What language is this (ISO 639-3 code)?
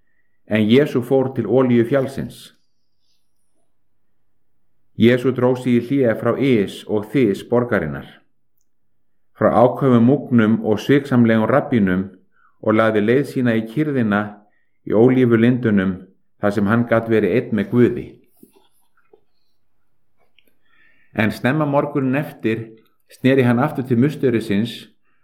isl